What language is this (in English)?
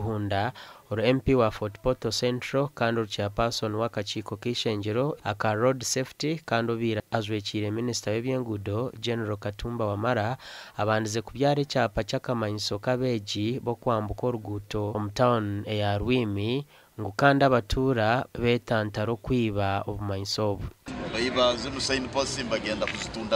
Nyankole